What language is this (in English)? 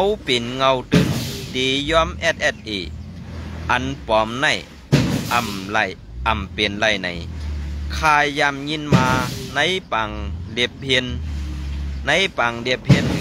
Shan